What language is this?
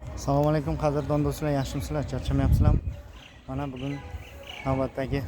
Uzbek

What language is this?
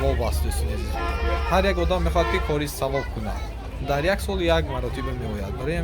Tajik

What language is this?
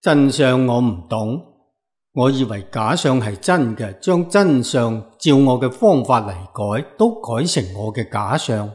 Cantonese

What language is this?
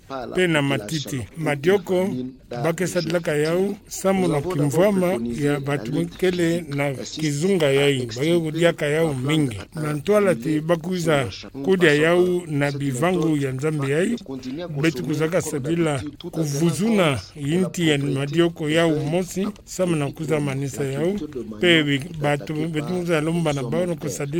Kituba (Democratic Republic of Congo)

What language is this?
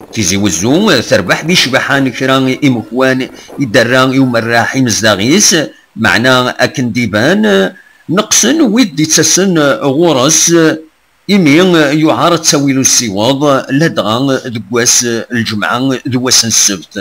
Kabyle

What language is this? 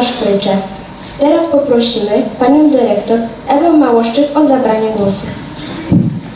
Polish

